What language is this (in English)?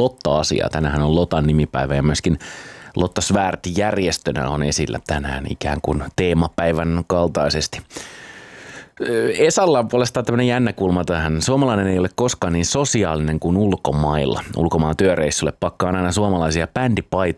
Finnish